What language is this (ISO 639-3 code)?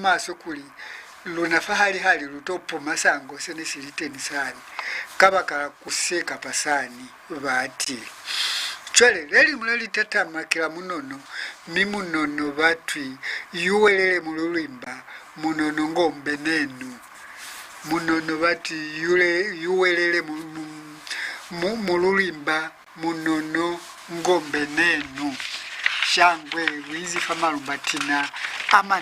loz